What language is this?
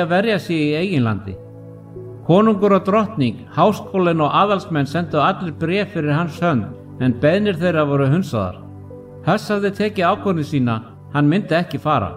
Icelandic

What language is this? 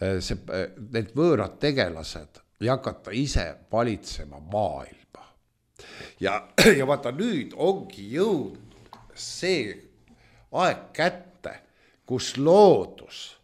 Estonian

